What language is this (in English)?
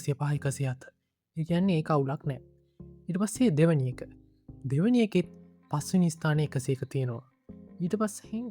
Sinhala